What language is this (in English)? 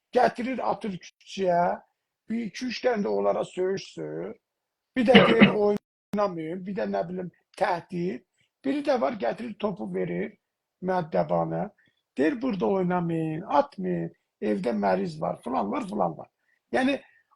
South Azerbaijani